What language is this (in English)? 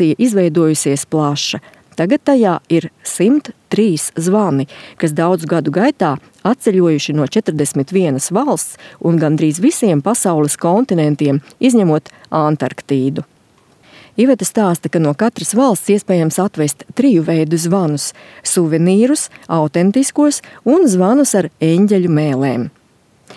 Latvian